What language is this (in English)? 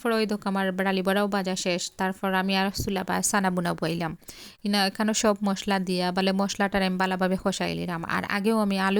Sylheti